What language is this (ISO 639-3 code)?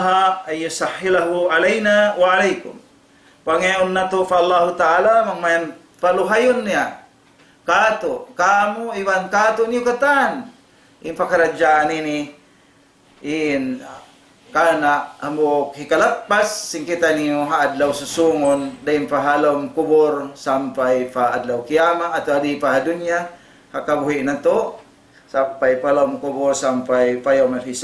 tsg